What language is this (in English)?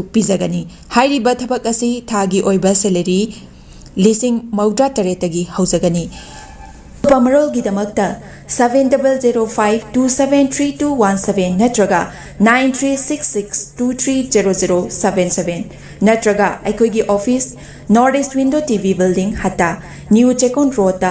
Manipuri